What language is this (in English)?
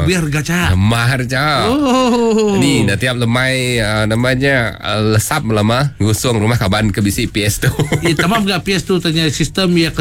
Iban